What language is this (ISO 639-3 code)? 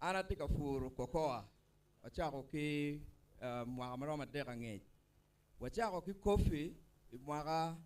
ach